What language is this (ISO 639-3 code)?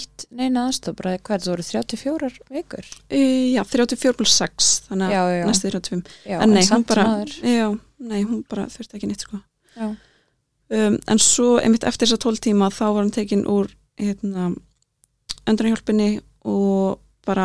isl